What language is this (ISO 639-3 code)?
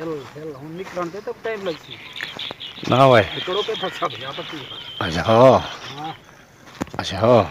skr